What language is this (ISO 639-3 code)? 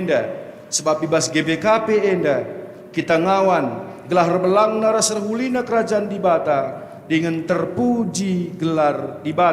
btx